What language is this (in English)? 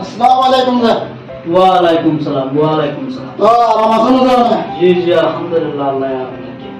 Rohingya